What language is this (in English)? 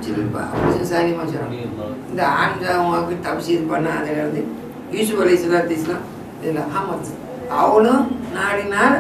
Tamil